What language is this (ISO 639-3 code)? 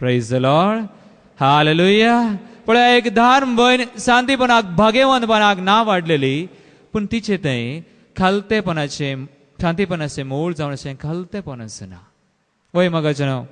kok